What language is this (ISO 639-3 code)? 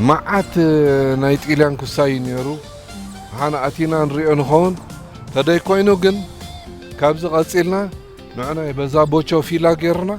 tir